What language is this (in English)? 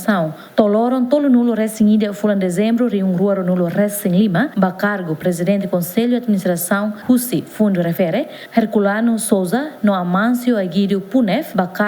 Tetum